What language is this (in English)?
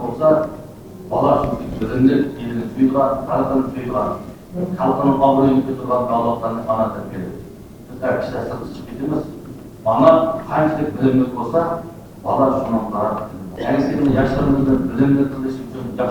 Uyghur